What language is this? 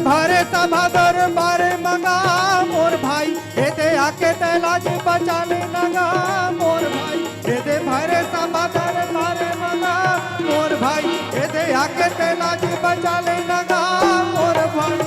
Chhattisgarhi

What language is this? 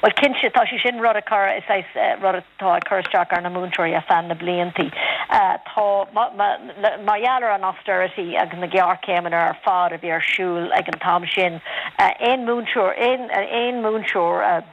Irish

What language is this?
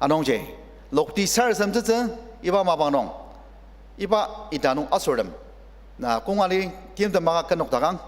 Ao Naga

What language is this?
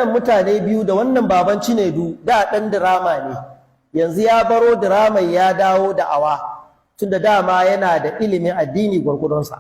Hausa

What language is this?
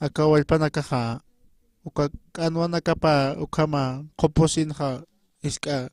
Aymara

